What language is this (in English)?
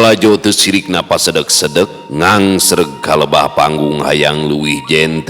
Sundanese